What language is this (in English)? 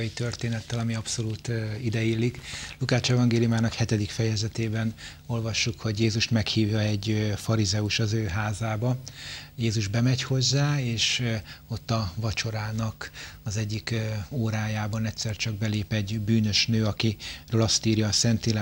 Hungarian